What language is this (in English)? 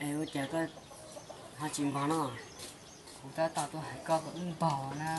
Hmong